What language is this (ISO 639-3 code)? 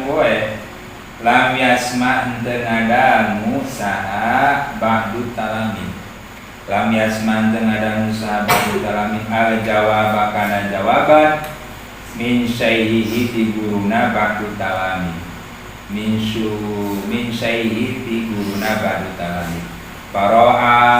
sun